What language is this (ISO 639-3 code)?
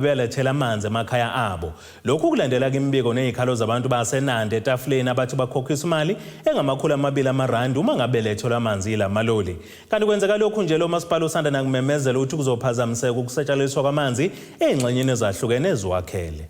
zul